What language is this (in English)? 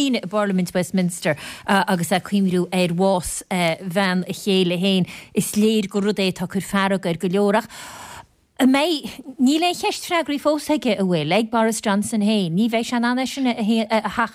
Irish